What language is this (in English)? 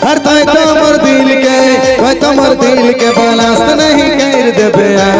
Sadri